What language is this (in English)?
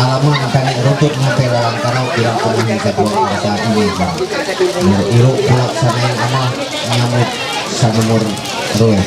Ma'anyan